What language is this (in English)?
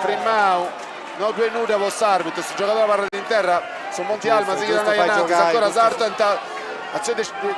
Sardinian